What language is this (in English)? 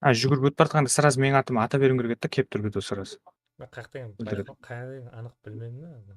Kara-Kalpak